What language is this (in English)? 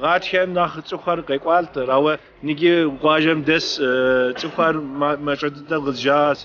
Kabardian